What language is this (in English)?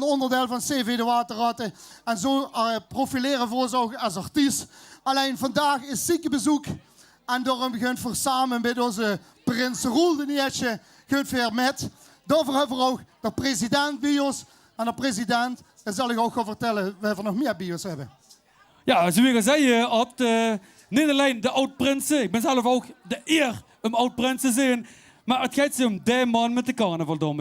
Limburgish